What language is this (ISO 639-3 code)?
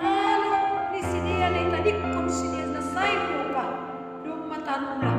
bts